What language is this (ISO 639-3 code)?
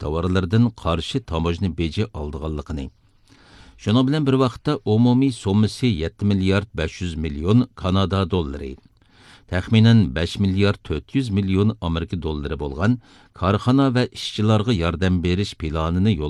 uig